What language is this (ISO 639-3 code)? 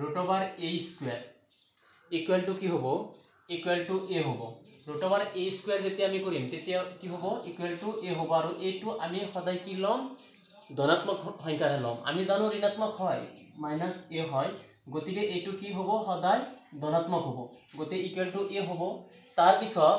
asm